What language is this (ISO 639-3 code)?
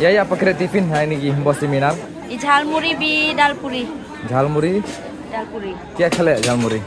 kha